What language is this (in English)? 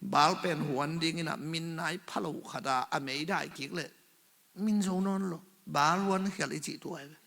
Tedim Chin